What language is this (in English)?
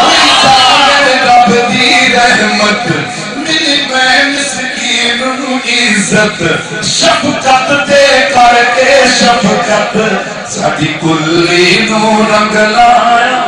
Saraiki